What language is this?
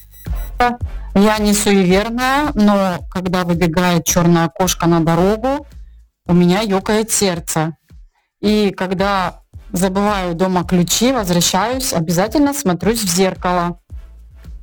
Russian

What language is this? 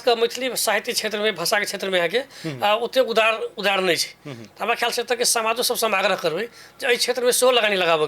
Maithili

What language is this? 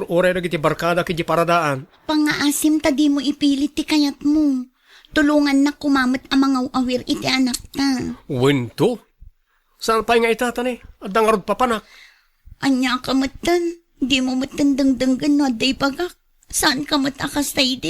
Iloko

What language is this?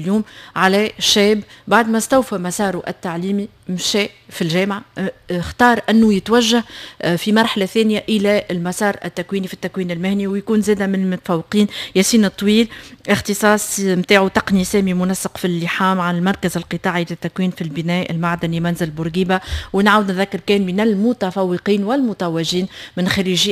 Tunisian Arabic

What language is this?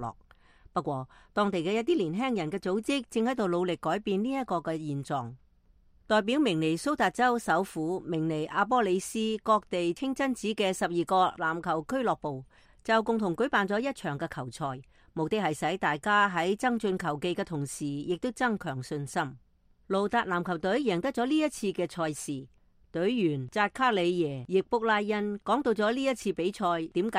Cantonese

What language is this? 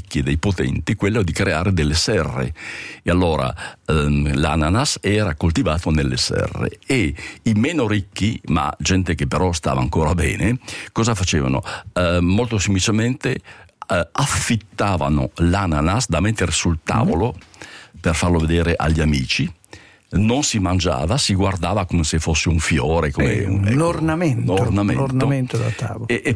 Italian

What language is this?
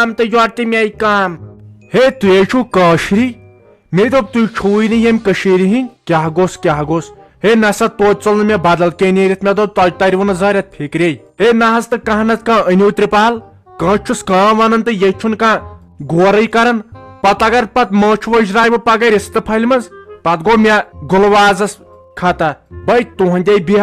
Kashmiri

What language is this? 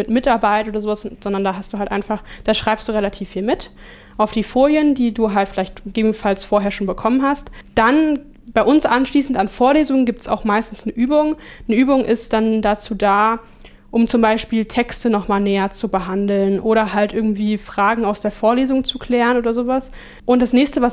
German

